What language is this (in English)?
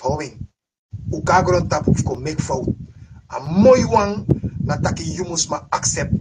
Sranan Tongo